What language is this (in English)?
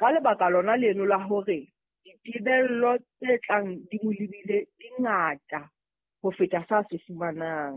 Southern Sotho